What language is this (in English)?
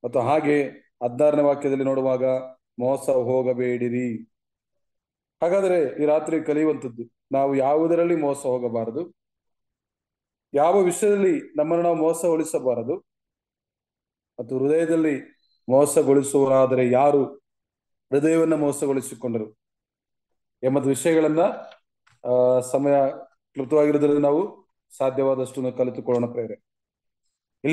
Kannada